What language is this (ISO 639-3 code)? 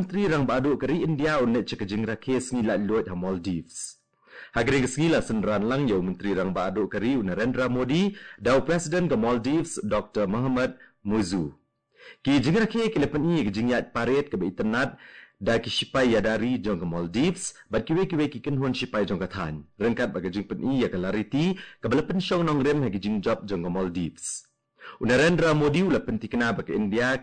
kha